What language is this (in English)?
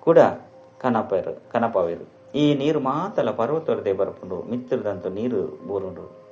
Tulu